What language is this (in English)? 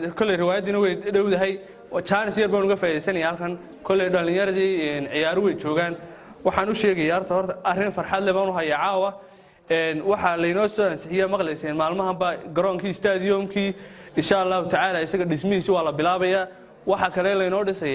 Somali